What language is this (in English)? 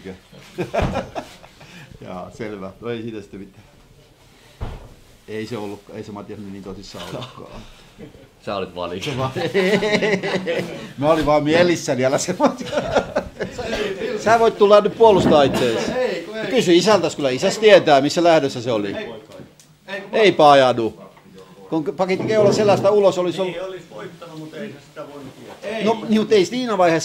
Finnish